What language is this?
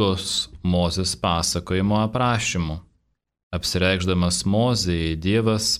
Lithuanian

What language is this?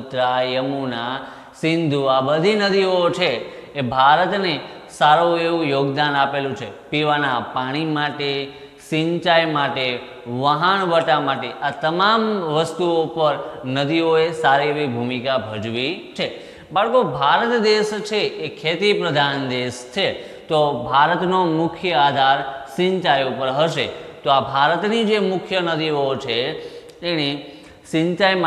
Gujarati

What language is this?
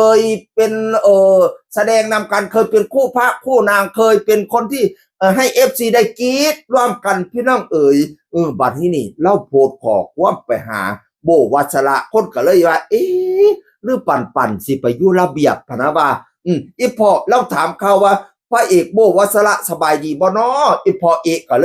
Northeastern Thai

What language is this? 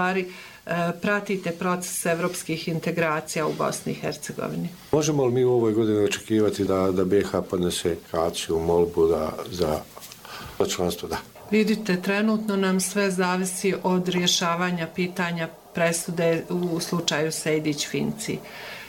Bosnian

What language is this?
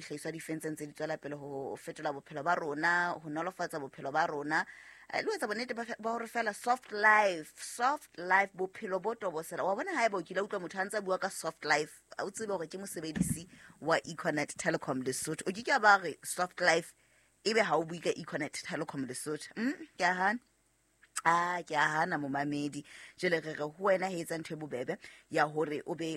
Southern Sotho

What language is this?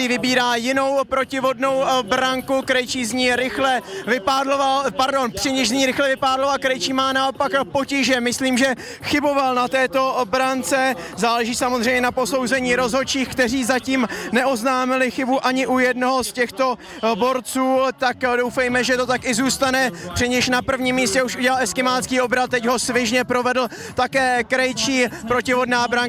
Czech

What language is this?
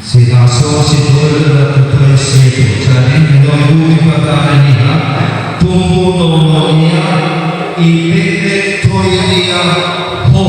Nias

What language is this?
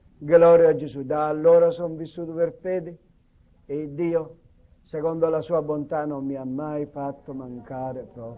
Italian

